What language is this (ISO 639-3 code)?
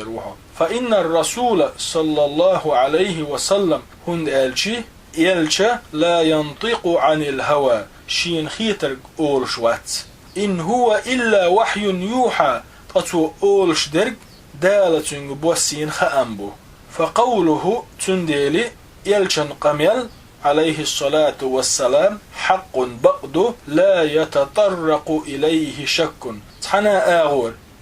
che